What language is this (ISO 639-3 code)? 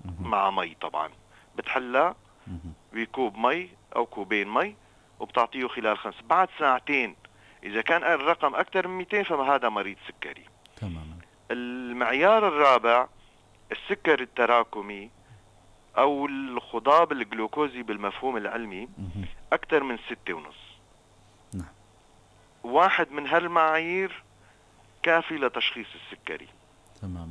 apc